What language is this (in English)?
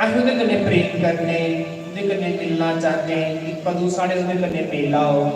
Dogri